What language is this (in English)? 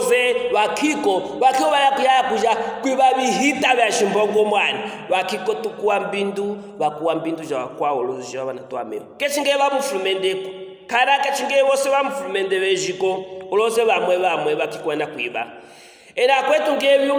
Luvale